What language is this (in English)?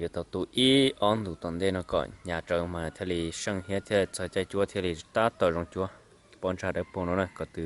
Hmong